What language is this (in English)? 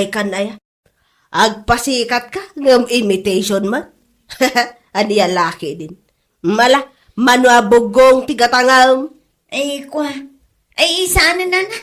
Iloko